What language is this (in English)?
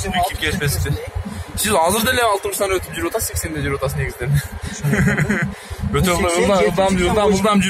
Kyrgyz